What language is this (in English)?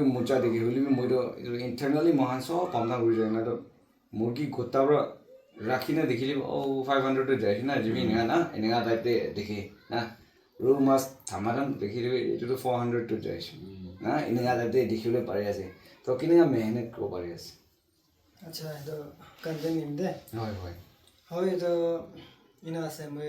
Naga Pidgin